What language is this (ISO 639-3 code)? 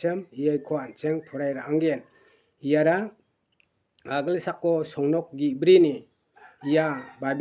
grt